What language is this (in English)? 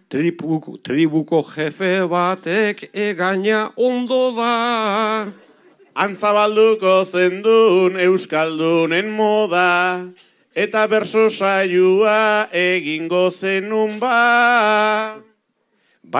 Basque